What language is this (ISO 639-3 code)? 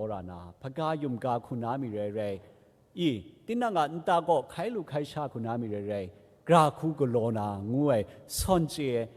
kac